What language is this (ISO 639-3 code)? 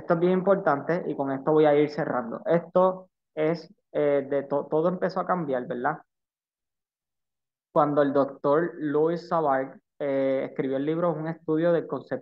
spa